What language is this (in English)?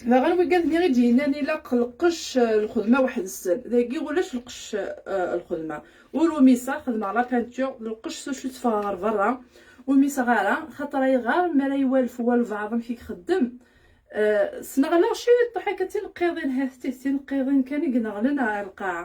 Kabyle